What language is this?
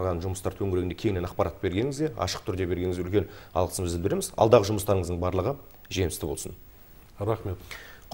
Kazakh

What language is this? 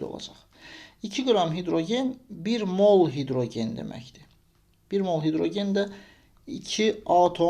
Azerbaijani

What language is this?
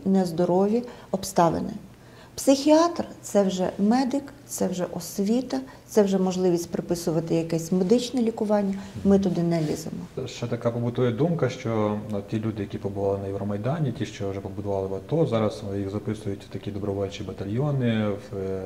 Ukrainian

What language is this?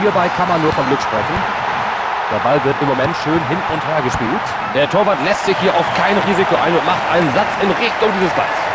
Bavarian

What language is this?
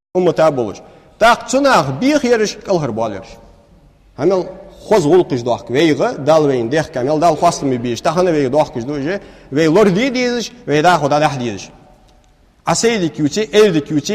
Ingush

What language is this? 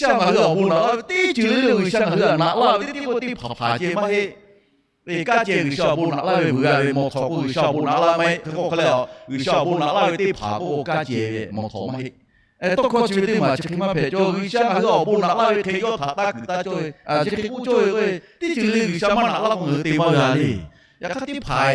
Lahu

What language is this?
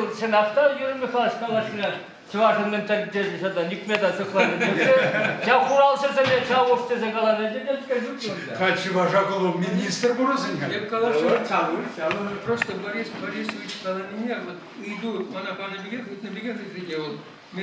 Chuvash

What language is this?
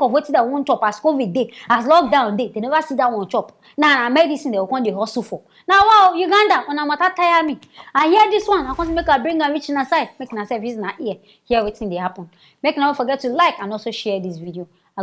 Nigerian Pidgin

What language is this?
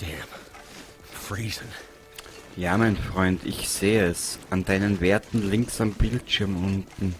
Bavarian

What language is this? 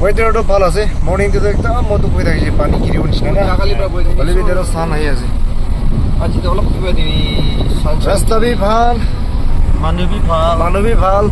Naga Pidgin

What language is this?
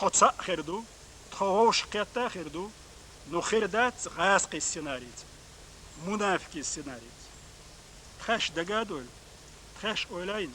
Chechen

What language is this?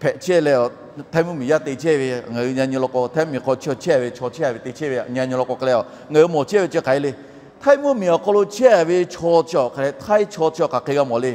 Lahu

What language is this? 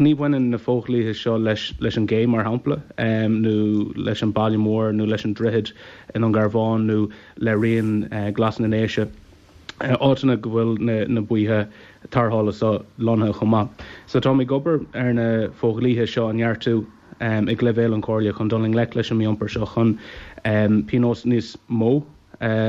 Irish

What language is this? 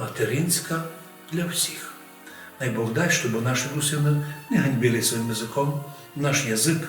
Rusyn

